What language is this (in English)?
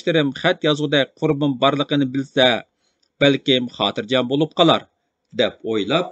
Uyghur